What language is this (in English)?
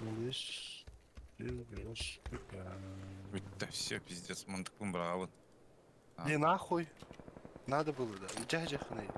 Yakut